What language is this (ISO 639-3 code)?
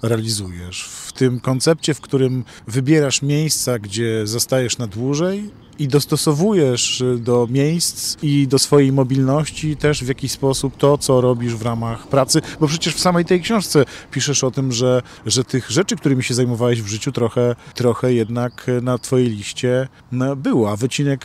pol